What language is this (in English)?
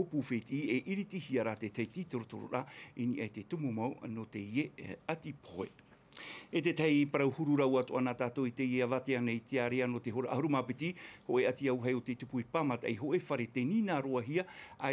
Tahitian